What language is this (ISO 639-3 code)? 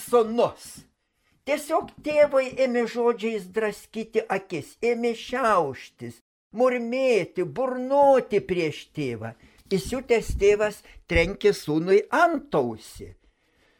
lit